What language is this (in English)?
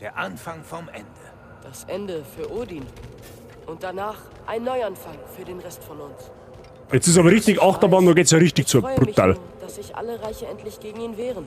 Bavarian